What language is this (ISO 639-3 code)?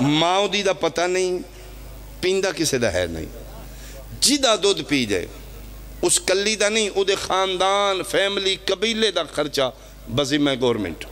phr